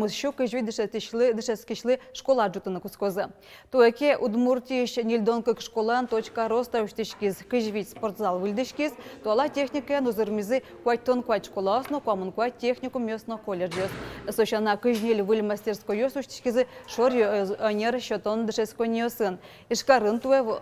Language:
Udmurt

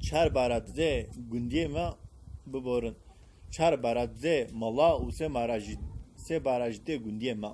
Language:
Kurdish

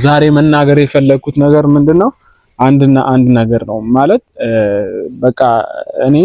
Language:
Amharic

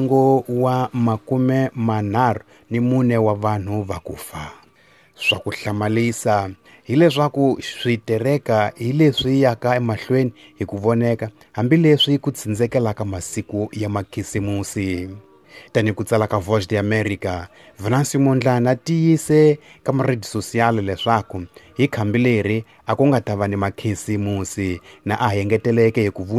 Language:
Tsonga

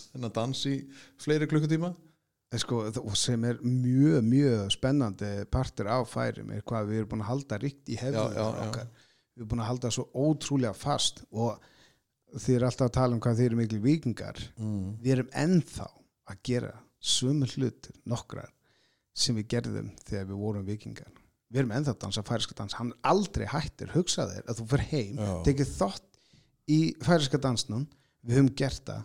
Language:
Icelandic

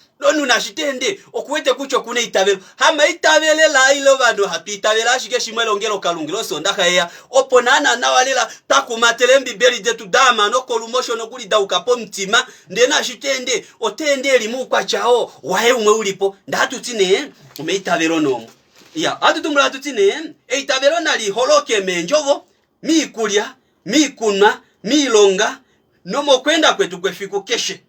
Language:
Kuanyama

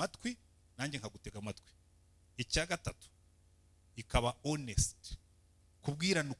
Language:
Kinyarwanda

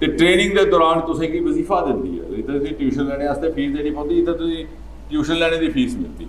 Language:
Dogri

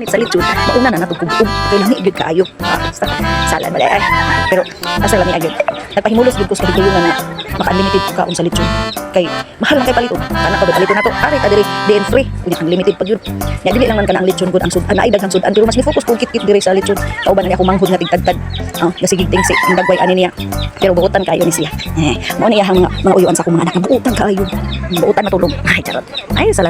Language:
Cebuano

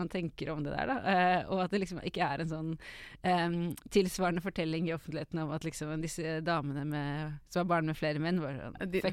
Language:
Norwegian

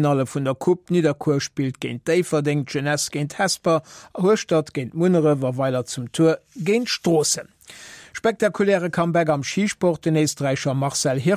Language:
Luxembourgish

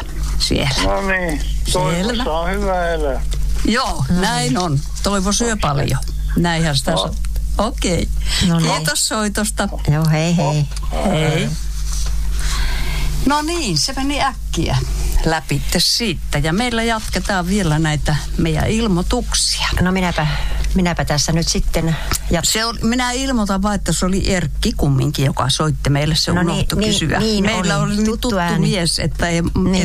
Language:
Finnish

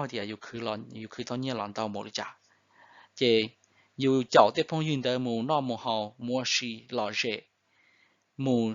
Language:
Hmong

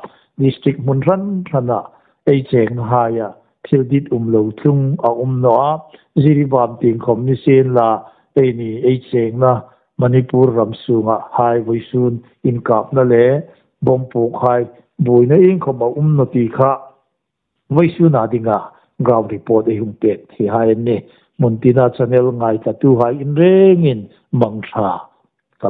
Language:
Hmar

